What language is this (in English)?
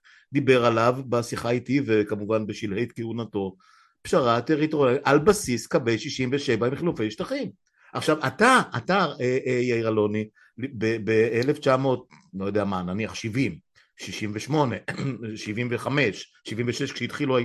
Hebrew